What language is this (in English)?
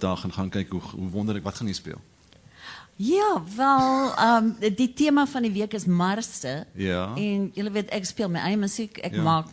Afrikaans